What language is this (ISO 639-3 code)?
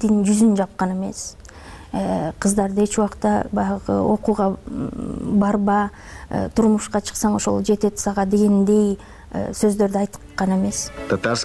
kir